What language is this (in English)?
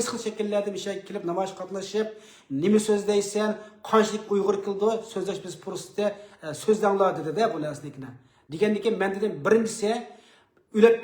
Uyghur